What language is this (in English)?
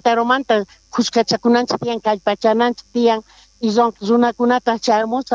South Bolivian Quechua